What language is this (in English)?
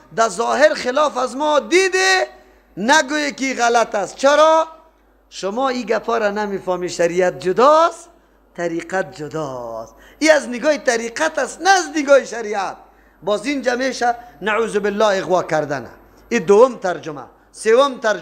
Persian